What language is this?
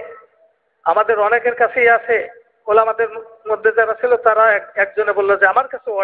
Bangla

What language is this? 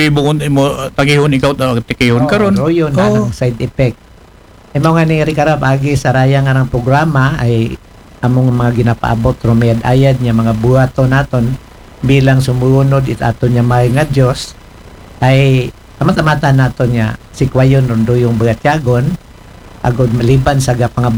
Aklanon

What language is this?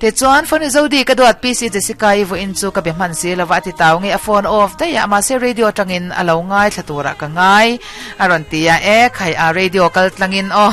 Mizo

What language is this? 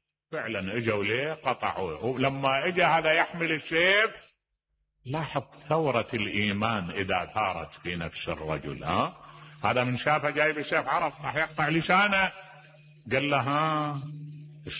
Mesopotamian Arabic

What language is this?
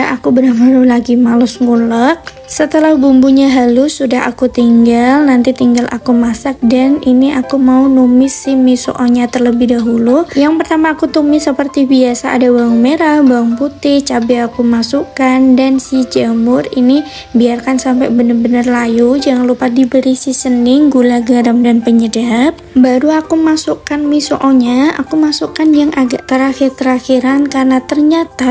Indonesian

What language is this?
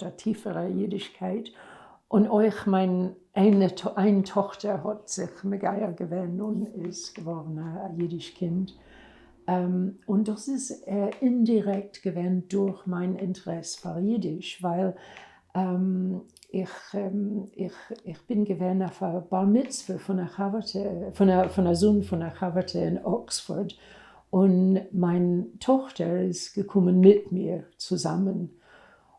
Yiddish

